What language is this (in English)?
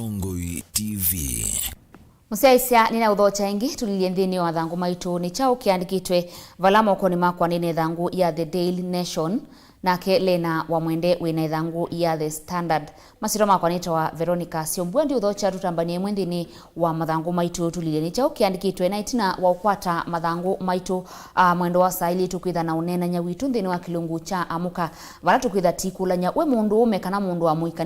Kamba